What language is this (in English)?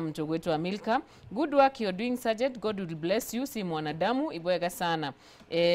Meru